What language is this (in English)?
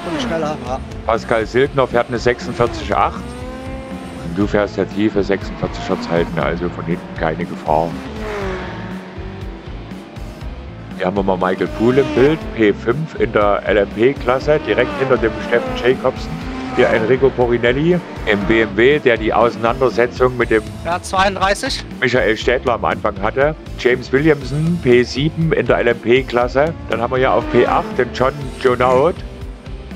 German